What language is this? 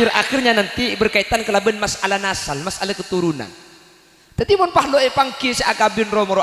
Madurese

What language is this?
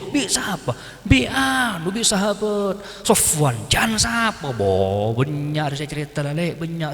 Madurese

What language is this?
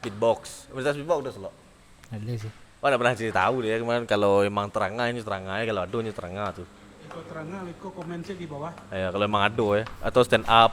Minangkabau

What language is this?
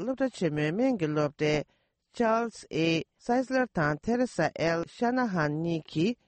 Latvian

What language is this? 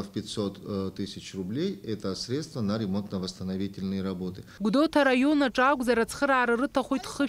Abkhazian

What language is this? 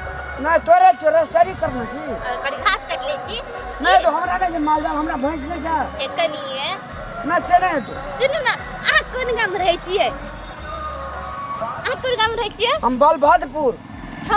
Maithili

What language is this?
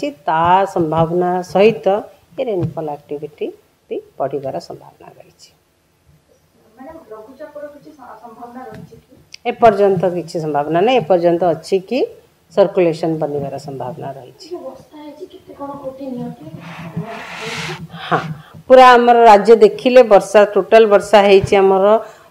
Odia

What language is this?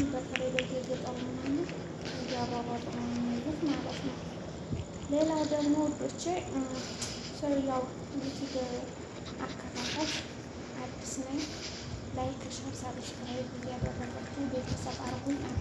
Amharic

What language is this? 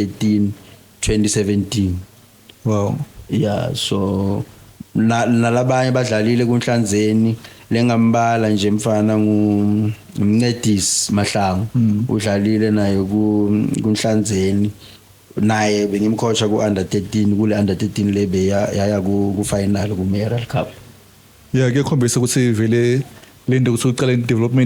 Swati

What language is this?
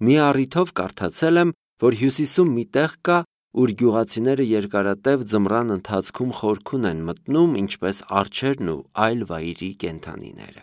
Armenian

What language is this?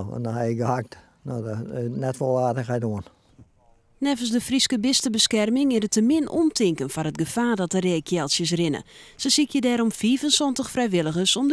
Western Frisian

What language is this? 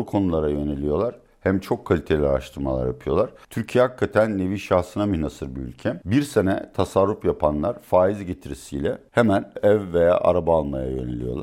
Turkish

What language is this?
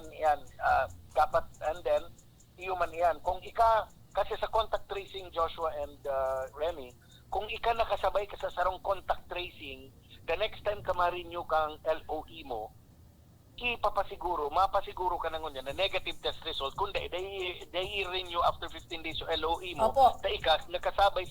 Bikol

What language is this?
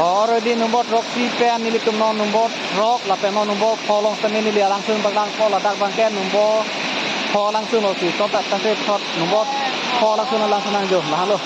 Karbi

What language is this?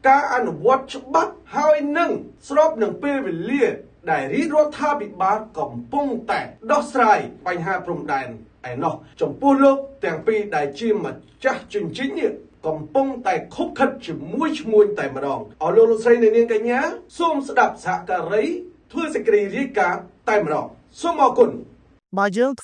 Khmer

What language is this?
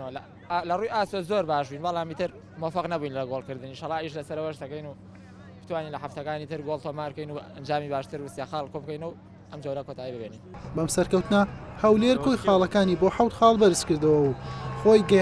Central Kurdish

